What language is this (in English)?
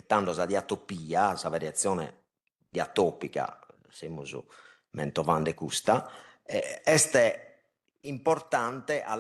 Sardinian